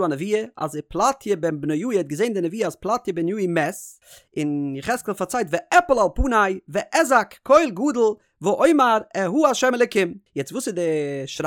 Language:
Yiddish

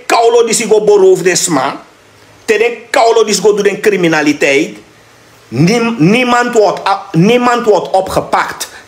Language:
Sranan Tongo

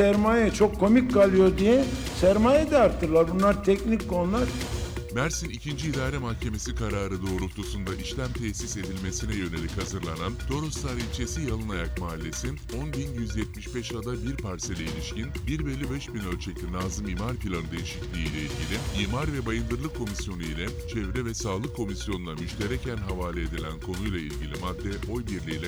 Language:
Turkish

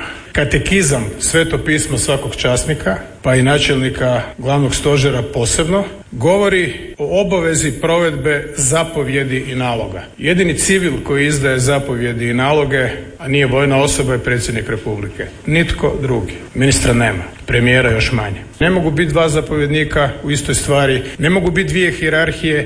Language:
Croatian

